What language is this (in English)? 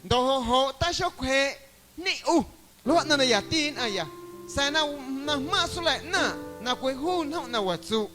Guerrero Amuzgo